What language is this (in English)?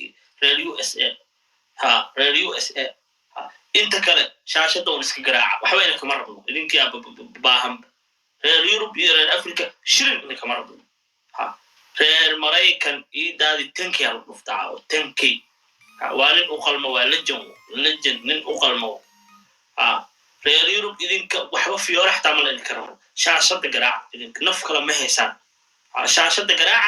Somali